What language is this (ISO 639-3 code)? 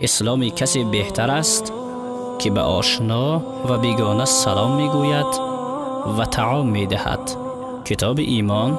tgk